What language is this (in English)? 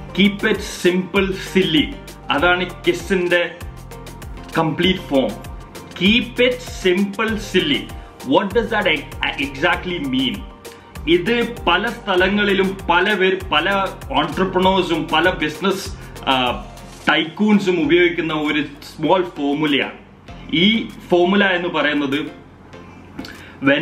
Malayalam